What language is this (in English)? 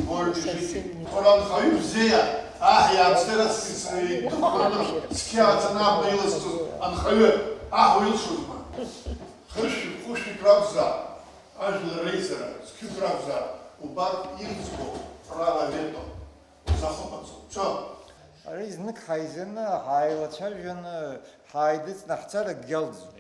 Abkhazian